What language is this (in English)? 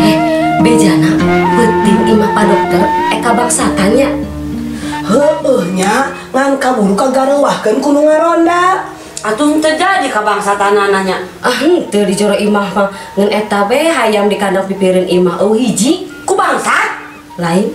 Sundanese